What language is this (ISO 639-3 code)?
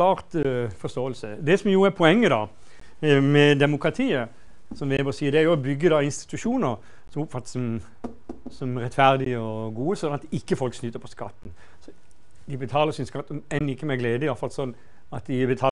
nor